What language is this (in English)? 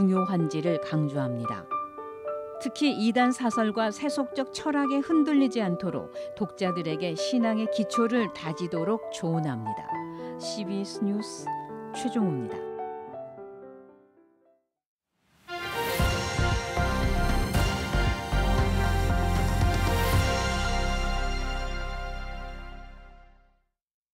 Korean